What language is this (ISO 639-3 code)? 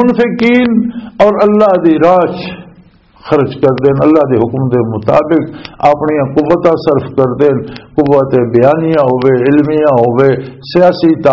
lah